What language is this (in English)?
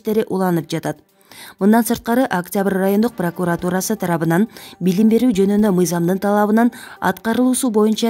Kyrgyz